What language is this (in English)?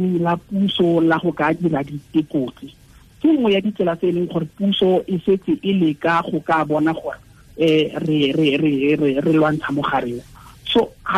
Tswana